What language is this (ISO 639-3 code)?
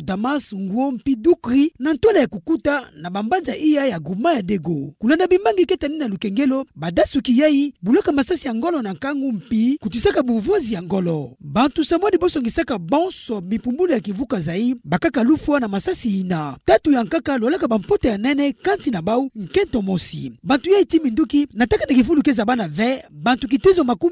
ktu